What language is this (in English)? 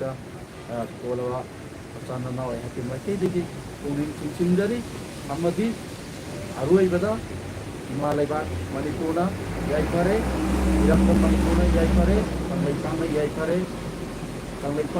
Manipuri